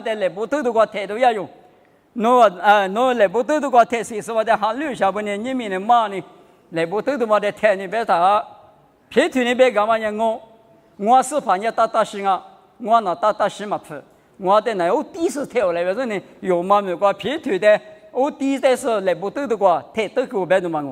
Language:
Lisu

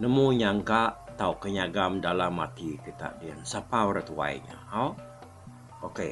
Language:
Iban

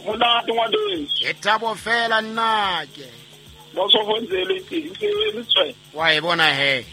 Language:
Southern Sotho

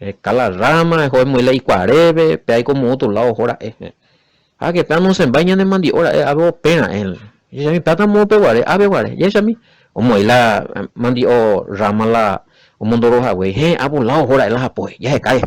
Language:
Guarani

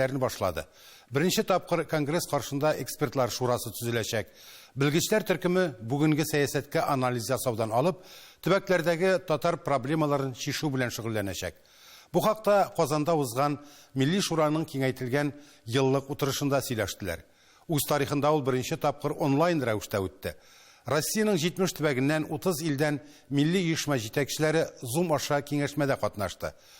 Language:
Tatar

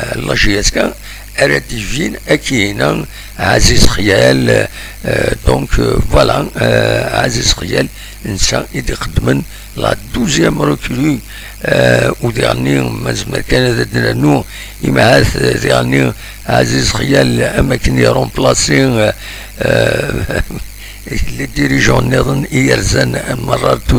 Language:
Kabyle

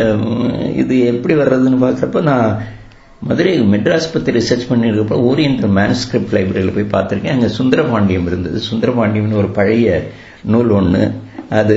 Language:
Tamil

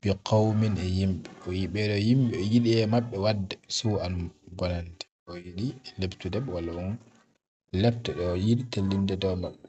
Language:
Fula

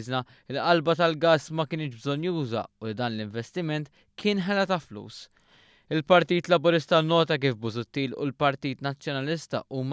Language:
Maltese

